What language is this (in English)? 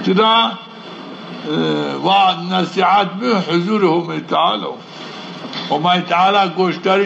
Zaza